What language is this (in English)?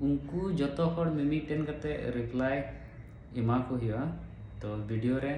Santali